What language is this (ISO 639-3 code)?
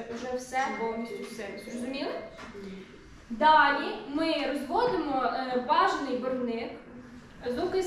ukr